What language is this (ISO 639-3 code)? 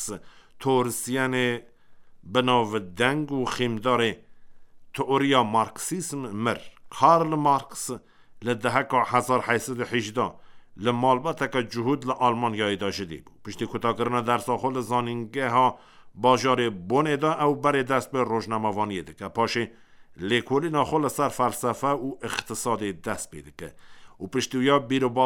kur